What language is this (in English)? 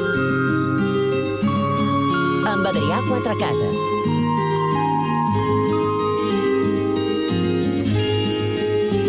Catalan